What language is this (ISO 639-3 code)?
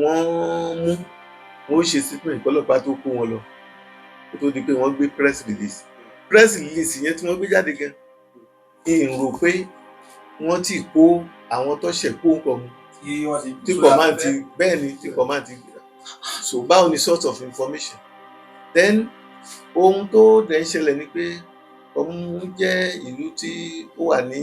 yor